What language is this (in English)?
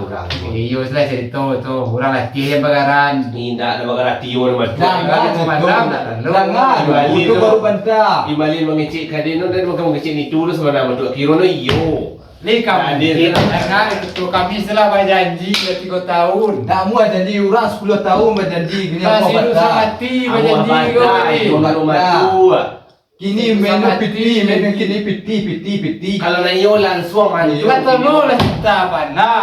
Minangkabau